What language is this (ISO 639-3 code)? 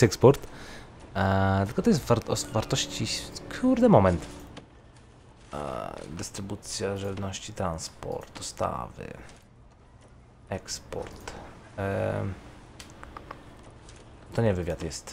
pol